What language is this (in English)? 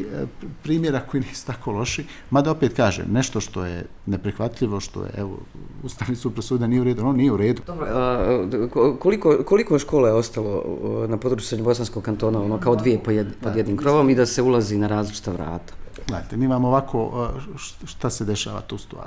Bosnian